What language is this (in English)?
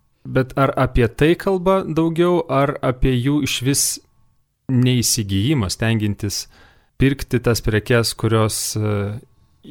Lithuanian